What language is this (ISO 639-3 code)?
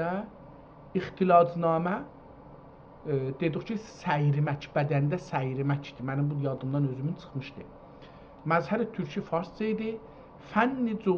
azb